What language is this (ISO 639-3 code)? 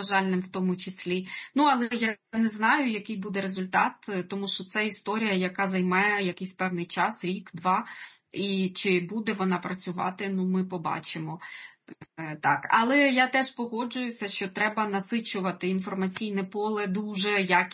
ukr